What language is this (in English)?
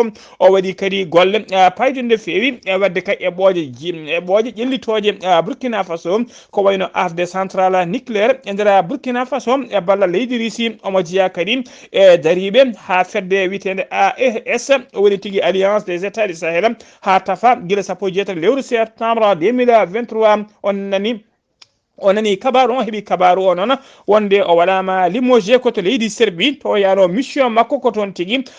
Fula